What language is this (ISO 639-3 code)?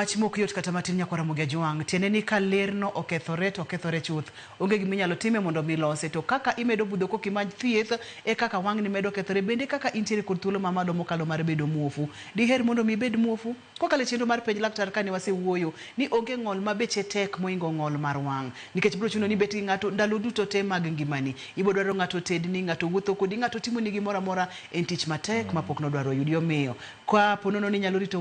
luo